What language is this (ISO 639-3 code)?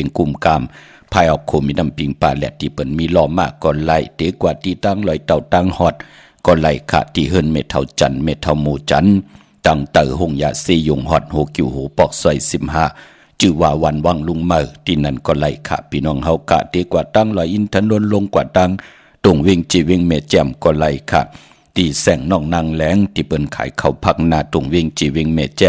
shn